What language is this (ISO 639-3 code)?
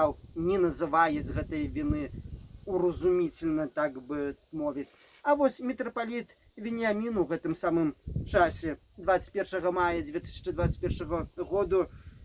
bel